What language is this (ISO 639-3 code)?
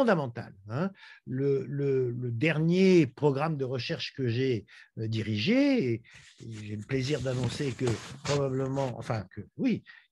fra